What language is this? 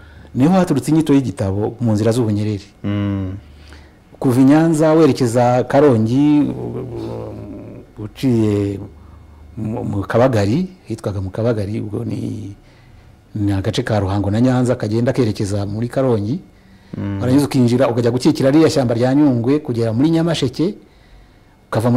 Kinyarwanda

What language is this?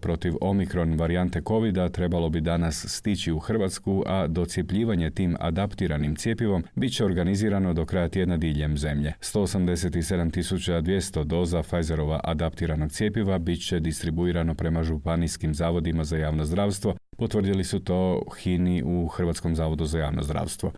Croatian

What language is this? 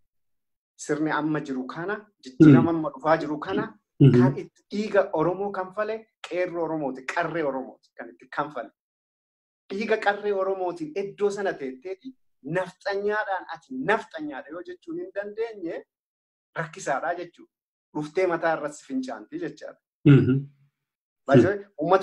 Oromo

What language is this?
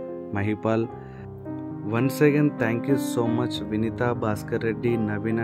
Telugu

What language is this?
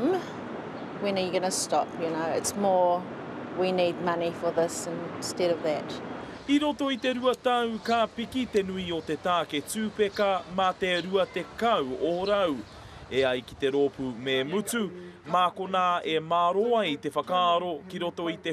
Māori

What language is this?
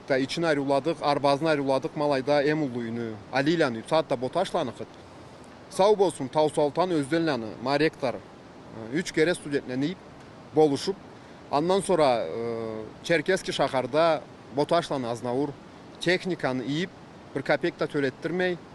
Karachay-Balkar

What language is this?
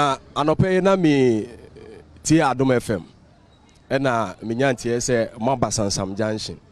Akan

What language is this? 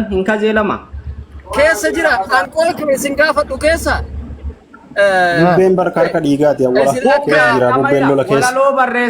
Oromo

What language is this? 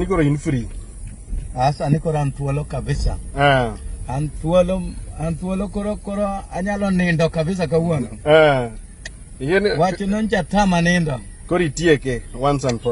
Luo (Kenya and Tanzania)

